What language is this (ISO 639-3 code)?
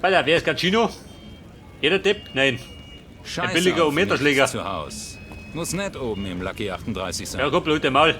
bar